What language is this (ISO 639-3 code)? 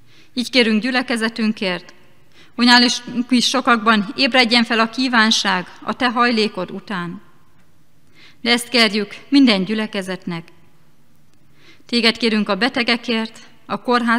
hun